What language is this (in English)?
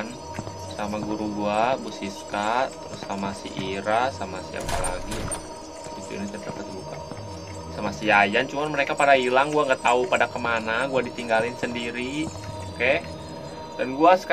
Indonesian